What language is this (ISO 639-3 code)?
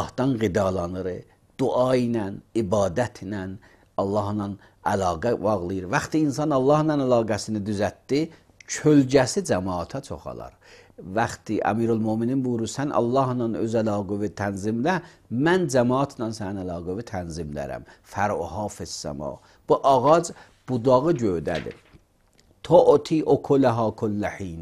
aze